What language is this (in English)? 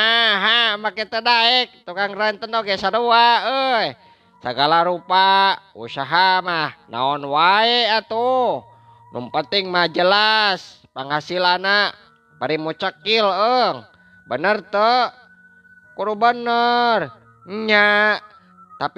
Sundanese